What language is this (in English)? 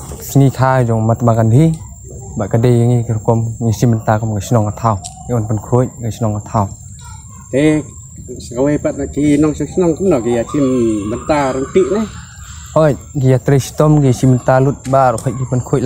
Khasi